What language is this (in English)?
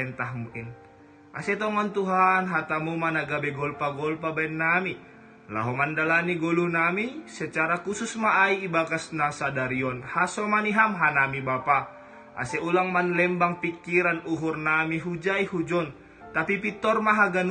Batak Simalungun